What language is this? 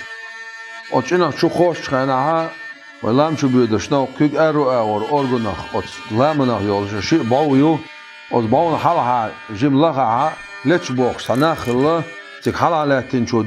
Chechen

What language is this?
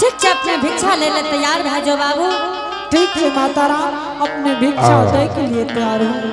Angika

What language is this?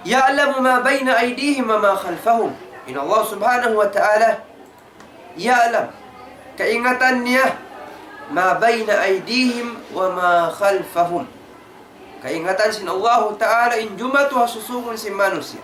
Tausug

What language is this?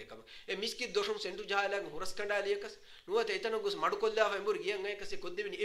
Divehi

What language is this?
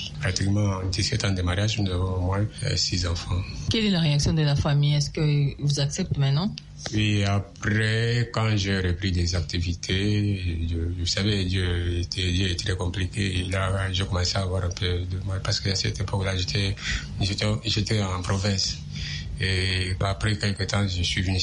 French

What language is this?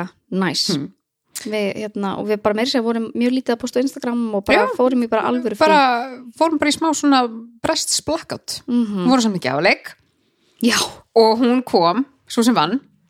Icelandic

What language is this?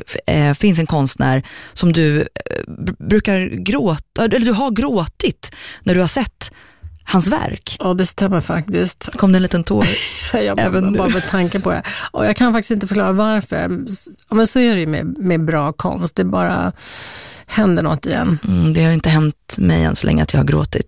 Swedish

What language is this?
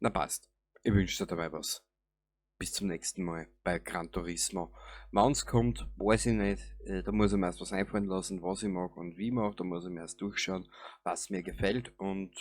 Bavarian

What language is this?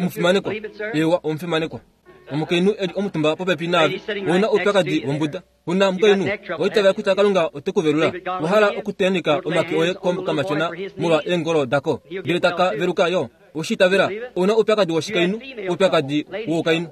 Kuanyama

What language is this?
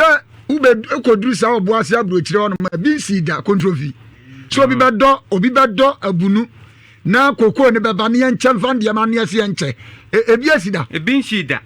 Akan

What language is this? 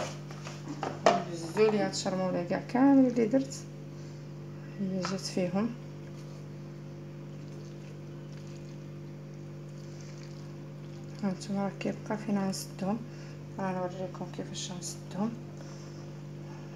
Moroccan Arabic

